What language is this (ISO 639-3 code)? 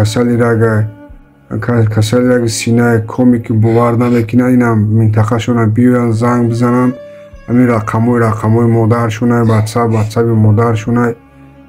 tgk